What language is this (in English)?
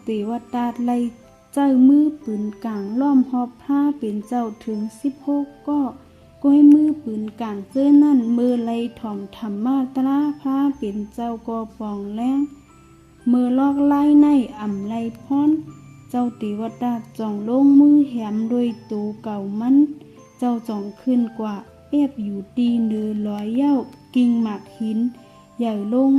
Shan